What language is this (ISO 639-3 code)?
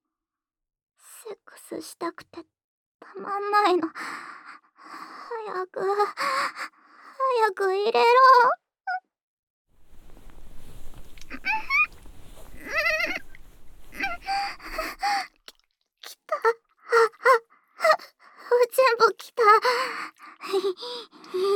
jpn